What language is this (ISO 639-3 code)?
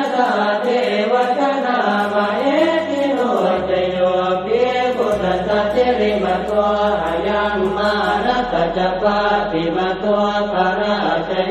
pli